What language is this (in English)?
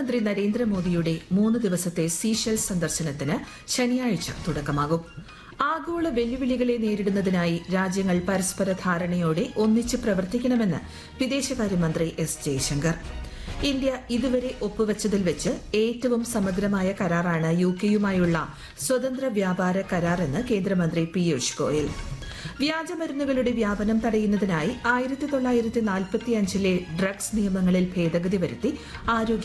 Malayalam